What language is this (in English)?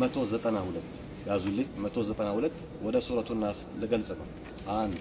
Amharic